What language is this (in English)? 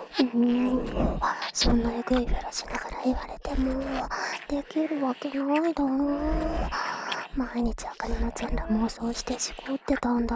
Japanese